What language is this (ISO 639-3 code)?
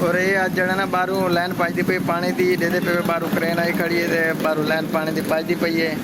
skr